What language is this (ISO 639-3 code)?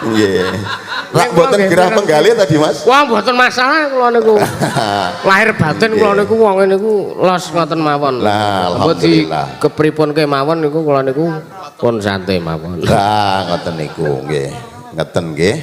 jav